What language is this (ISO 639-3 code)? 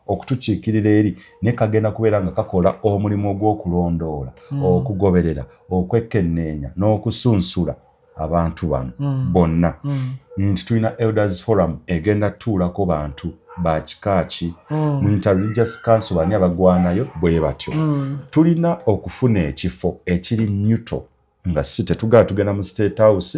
lug